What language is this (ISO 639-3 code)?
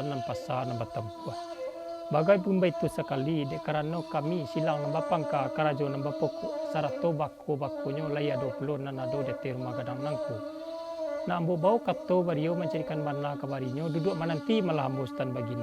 min